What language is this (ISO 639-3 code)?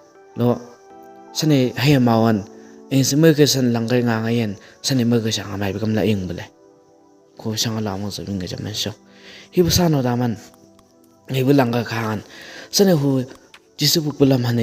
nbc